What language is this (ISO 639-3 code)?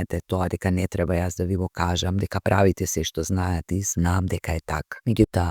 mkd